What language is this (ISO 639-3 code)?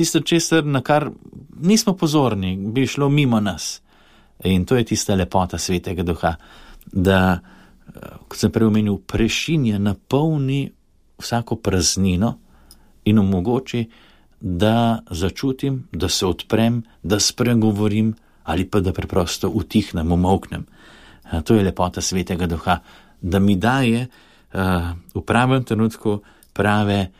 slv